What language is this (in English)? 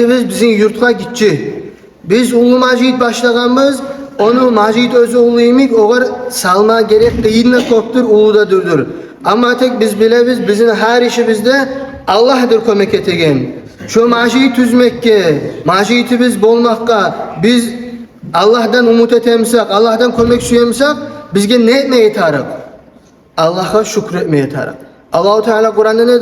Kumyk